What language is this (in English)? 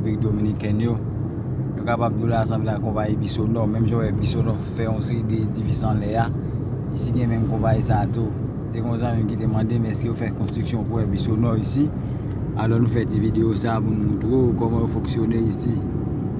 Haitian Creole